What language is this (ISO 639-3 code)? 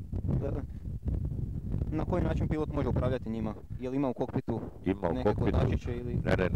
hrv